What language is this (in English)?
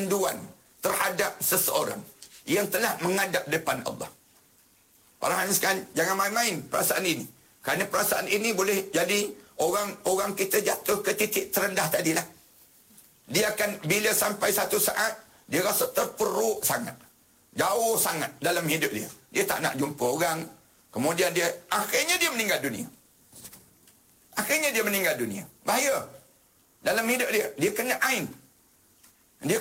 Malay